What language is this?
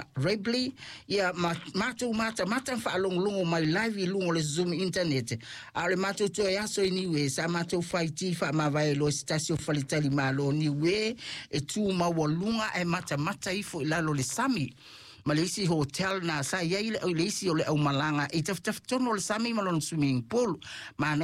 Samoan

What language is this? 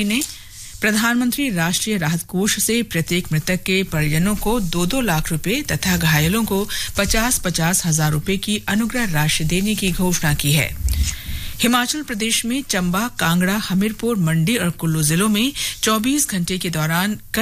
Hindi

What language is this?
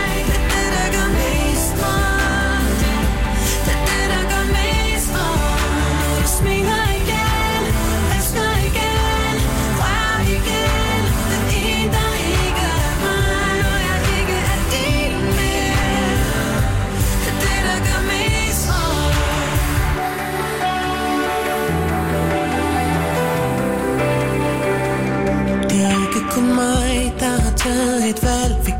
Danish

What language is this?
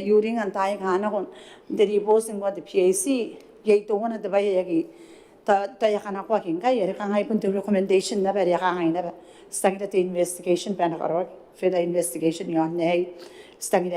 Gilbertese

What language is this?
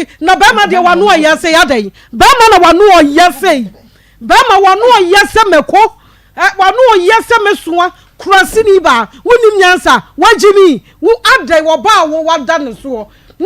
Akan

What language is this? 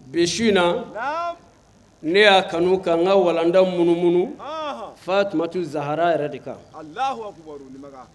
Bambara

